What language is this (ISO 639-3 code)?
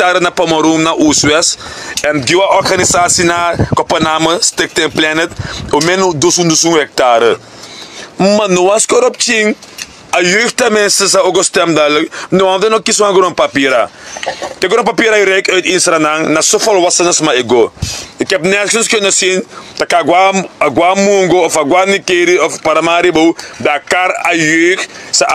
srn